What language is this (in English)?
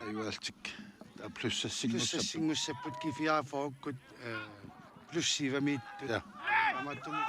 Kalaallisut